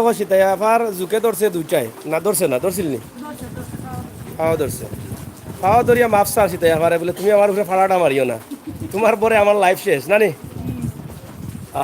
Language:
Sylheti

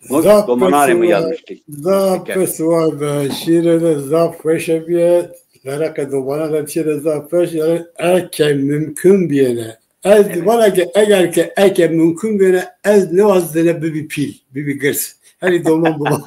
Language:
Zaza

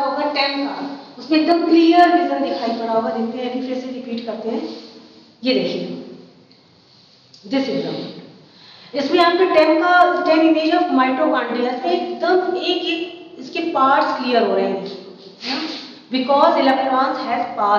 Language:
Hindi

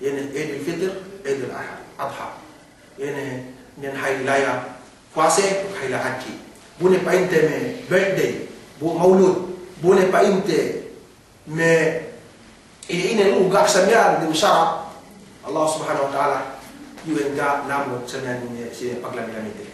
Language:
Yakan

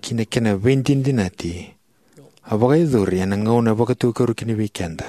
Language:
Fijian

